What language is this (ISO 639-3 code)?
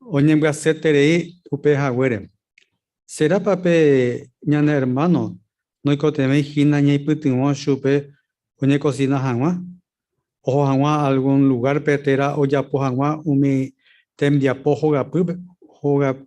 grn